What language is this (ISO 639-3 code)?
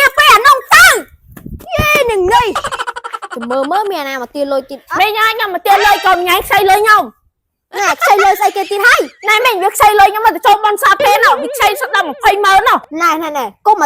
khm